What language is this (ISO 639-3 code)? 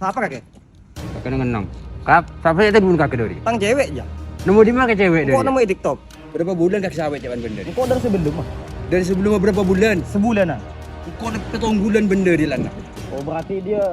mad